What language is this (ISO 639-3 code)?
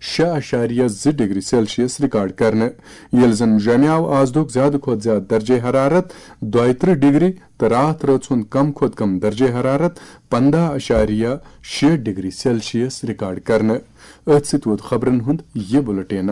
kas